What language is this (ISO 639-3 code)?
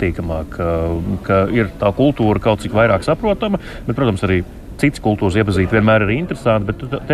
lav